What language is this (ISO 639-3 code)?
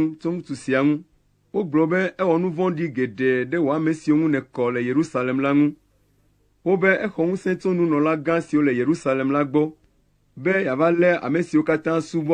ewe